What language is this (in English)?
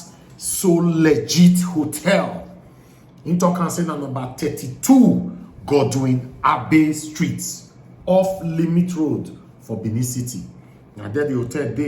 Nigerian Pidgin